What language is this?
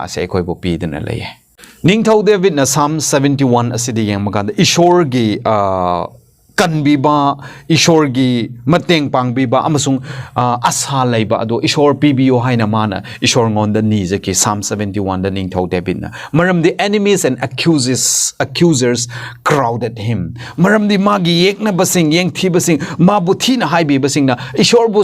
Manipuri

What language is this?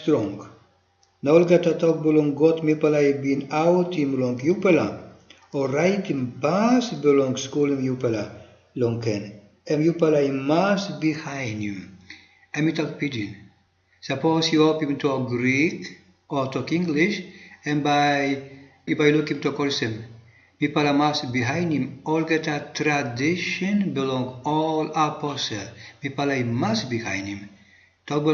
Tok Pisin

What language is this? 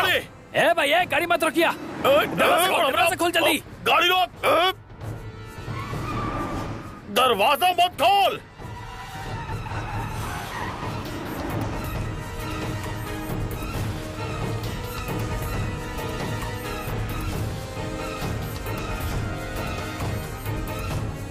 Bhojpuri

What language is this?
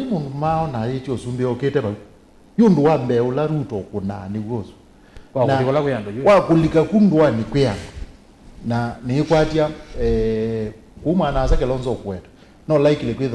Kamba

